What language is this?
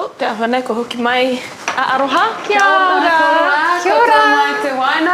Māori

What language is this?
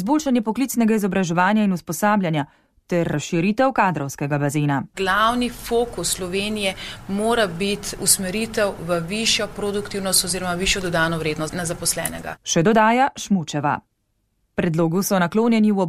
Slovenian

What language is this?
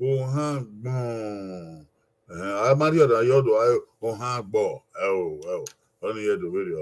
Bini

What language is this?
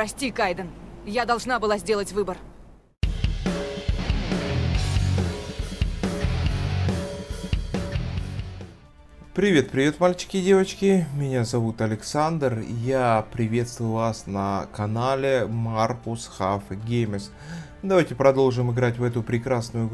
Russian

